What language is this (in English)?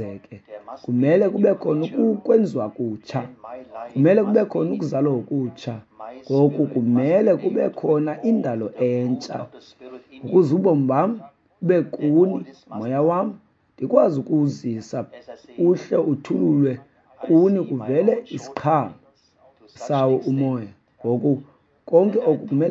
Xhosa